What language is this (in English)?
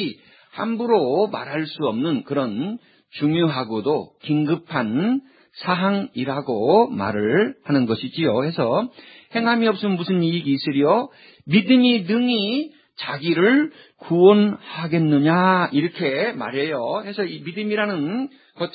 Korean